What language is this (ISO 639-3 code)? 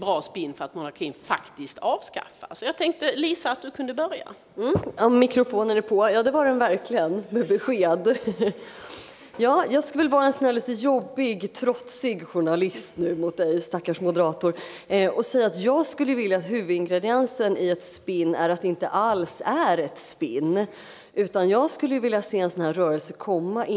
swe